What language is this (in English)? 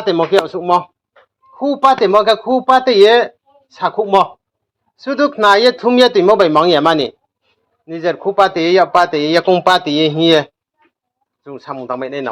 Riang (India)